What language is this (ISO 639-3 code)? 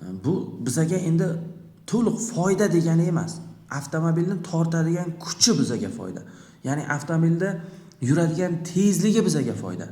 uzb